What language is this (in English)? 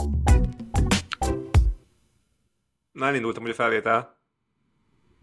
Hungarian